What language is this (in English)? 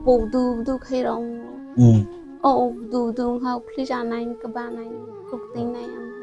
Kok Borok